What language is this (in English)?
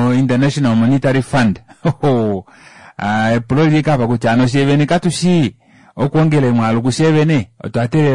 Kuanyama